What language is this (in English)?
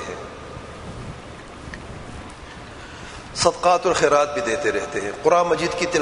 Urdu